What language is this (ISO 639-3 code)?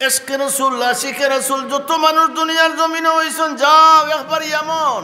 syl